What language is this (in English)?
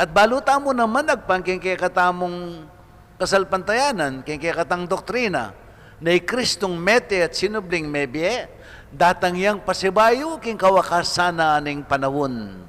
Pampanga